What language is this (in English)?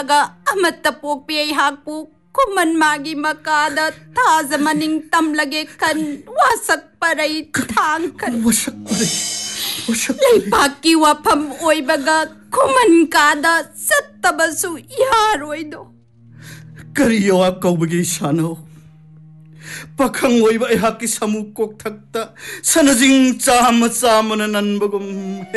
Manipuri